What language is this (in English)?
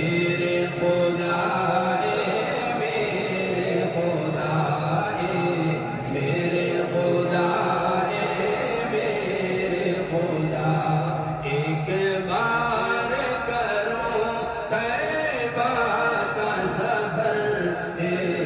Urdu